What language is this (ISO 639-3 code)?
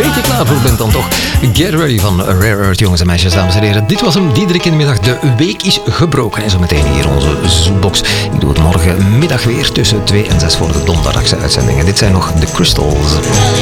nld